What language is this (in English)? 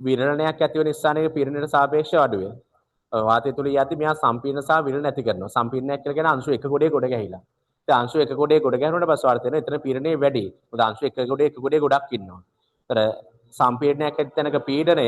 Sinhala